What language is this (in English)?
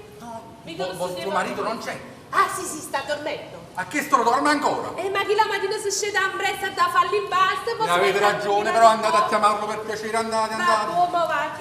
Neapolitan